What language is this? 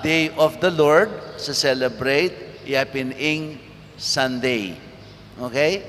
Pampanga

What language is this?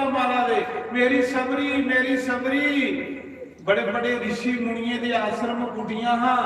Dogri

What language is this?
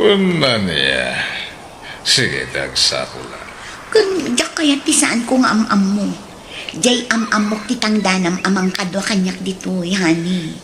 Iloko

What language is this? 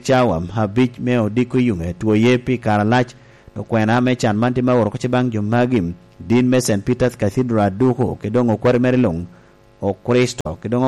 Lango (Uganda)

